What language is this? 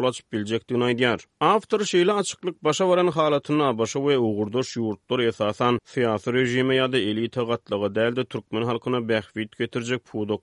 Turkmen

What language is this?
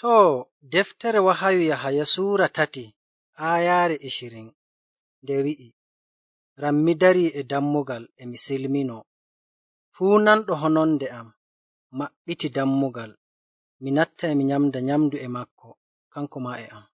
Fula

